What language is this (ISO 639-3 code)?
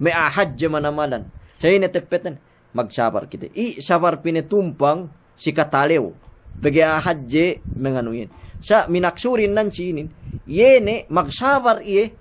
yka